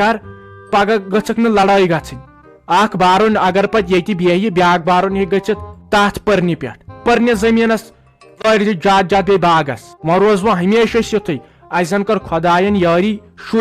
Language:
Kashmiri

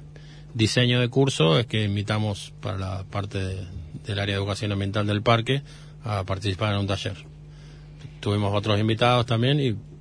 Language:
Spanish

